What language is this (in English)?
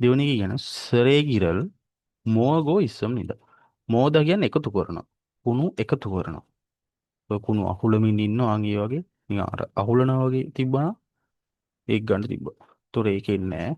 Sinhala